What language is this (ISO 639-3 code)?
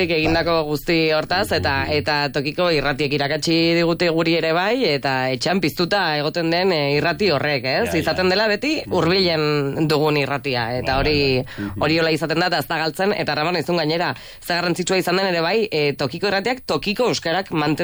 eus